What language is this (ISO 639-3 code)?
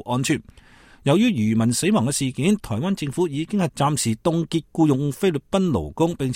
yue